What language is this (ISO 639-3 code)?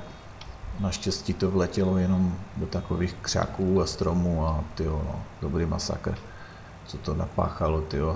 ces